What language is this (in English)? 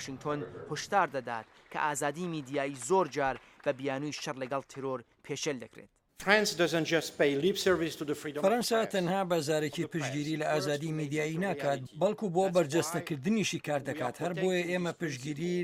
Central Kurdish